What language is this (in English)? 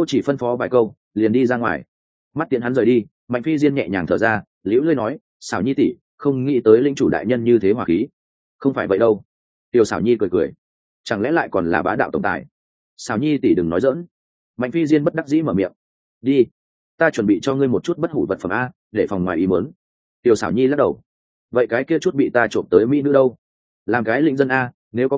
Vietnamese